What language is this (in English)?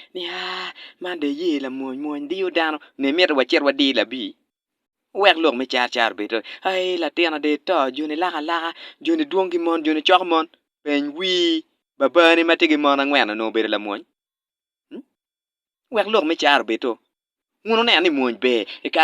Acoli